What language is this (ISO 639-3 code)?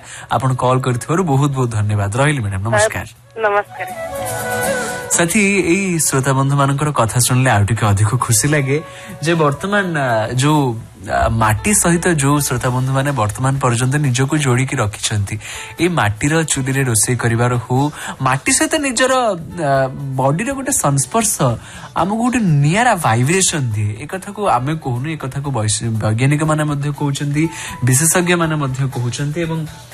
ori